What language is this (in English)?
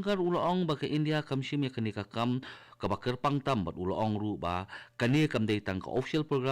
Khasi